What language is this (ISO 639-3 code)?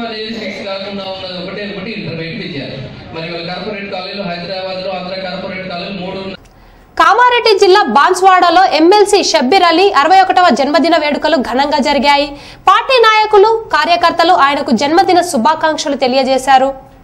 tel